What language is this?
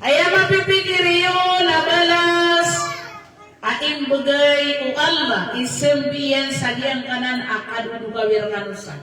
Maranao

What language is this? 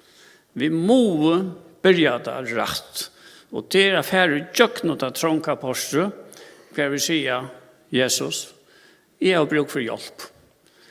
Faroese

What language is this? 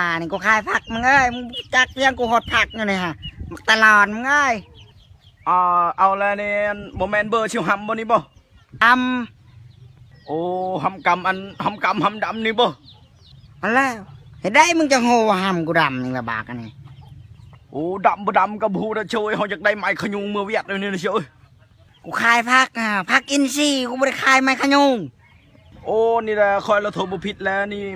Lao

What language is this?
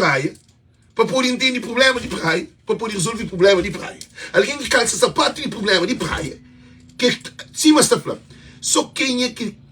Kabuverdianu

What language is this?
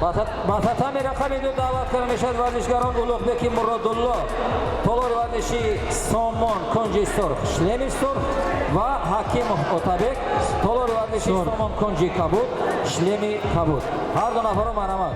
Tajik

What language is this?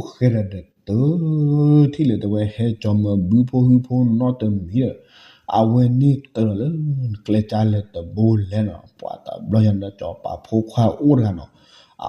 S'gaw Karen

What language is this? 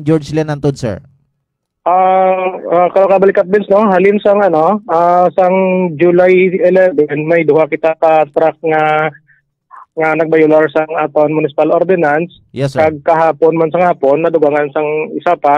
Hiligaynon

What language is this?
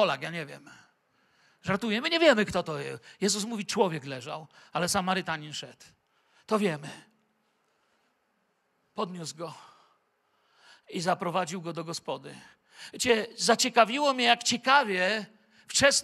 Polish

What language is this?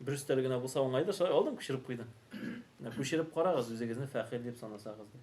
Tatar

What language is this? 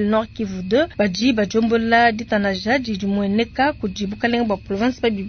Luba-Lulua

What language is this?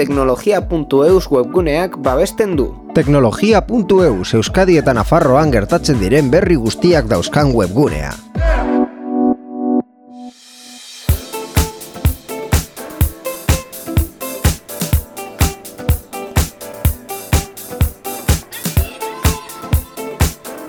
Basque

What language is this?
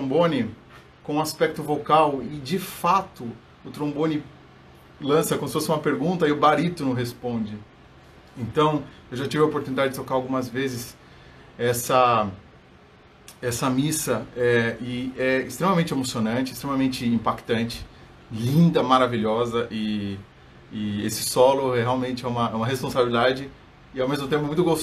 Portuguese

